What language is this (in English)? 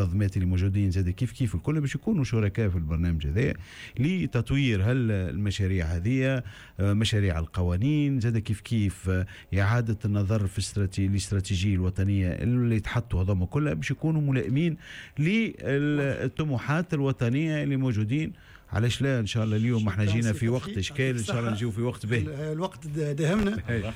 Tunisian Arabic